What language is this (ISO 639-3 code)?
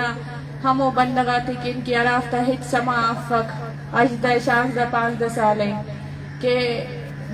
bgp